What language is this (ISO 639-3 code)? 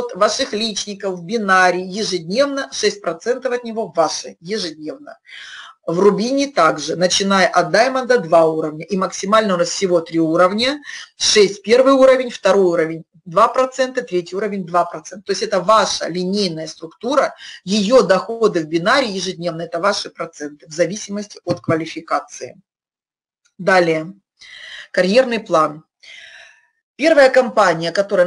rus